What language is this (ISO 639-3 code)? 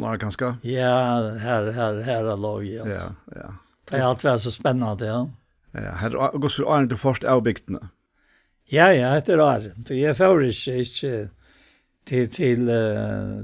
fao